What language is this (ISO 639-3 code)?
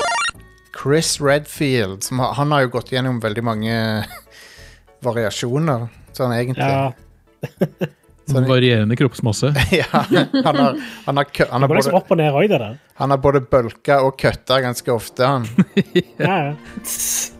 nor